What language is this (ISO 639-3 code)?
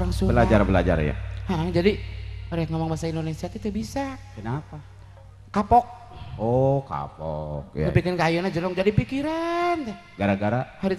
sun